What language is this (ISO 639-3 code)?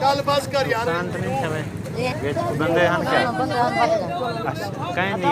skr